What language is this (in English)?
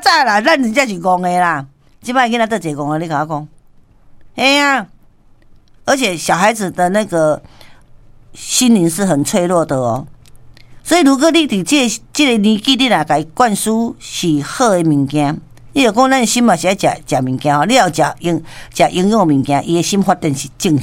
Min Nan Chinese